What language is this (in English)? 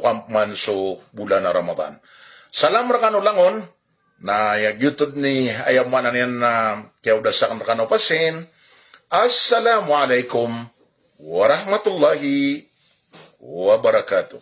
Maranao